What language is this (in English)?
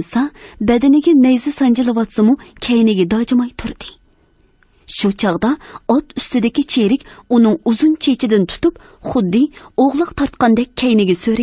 Uyghur